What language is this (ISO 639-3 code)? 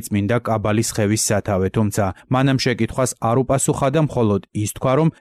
kat